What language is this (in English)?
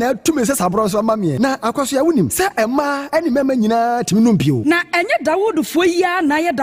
Akan